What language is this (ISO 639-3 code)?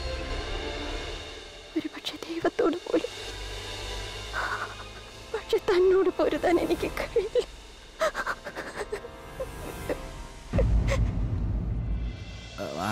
mal